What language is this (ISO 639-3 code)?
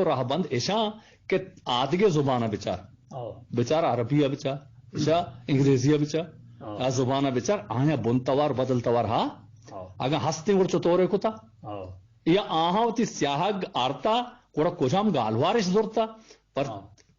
bgp